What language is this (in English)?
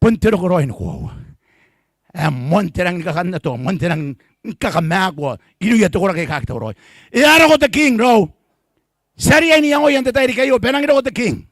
Gilbertese